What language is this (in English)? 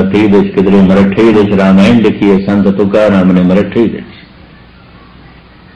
Punjabi